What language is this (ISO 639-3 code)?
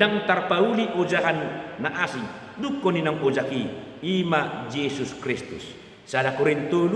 bbc